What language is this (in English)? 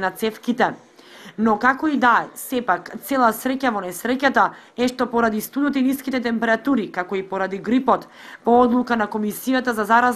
Macedonian